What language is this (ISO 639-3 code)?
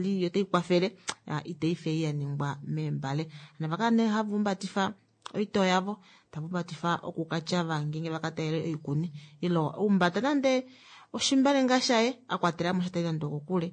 kua